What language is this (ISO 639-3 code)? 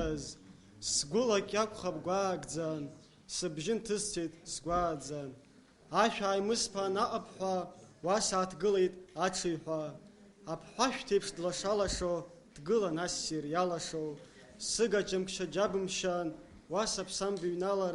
abk